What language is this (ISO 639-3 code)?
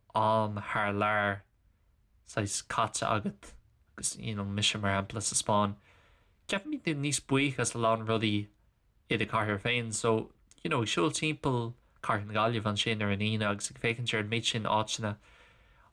gle